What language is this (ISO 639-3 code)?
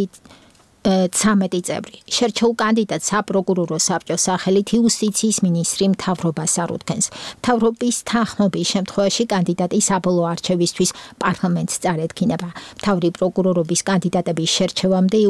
kat